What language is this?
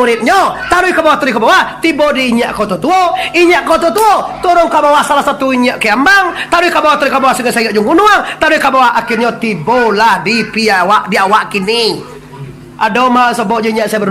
Minangkabau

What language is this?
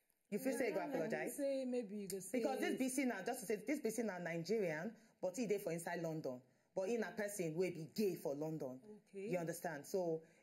Nigerian Pidgin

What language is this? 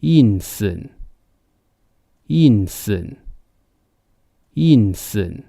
Hakka Chinese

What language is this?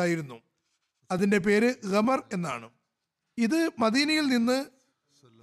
Malayalam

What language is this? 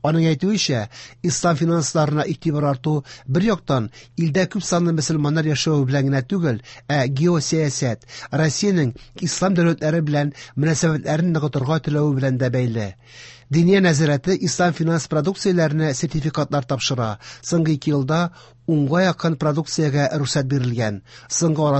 Tatar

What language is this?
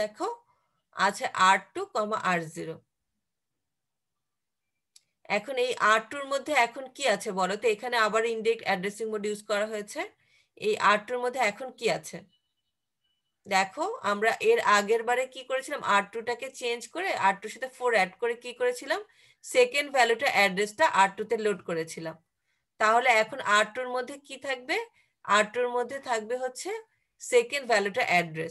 Bangla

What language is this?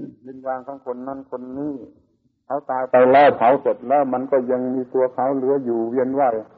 Thai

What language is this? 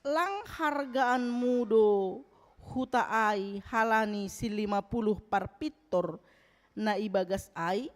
Batak Simalungun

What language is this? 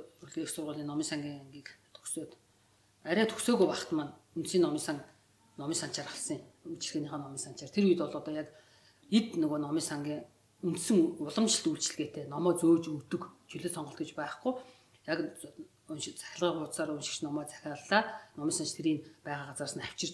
Mongolian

